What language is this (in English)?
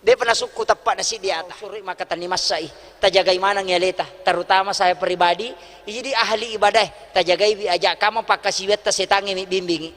Buginese